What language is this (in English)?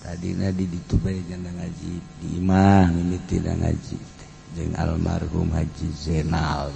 Sundanese